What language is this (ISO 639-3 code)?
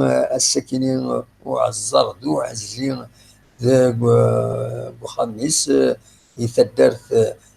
kab